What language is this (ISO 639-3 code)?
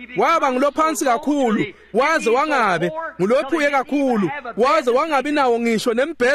ssw